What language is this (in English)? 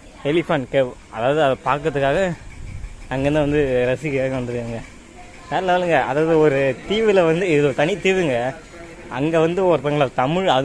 Tamil